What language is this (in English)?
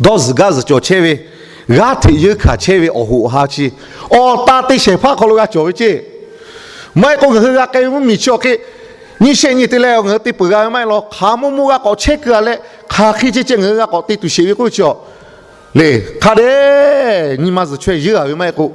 Lahu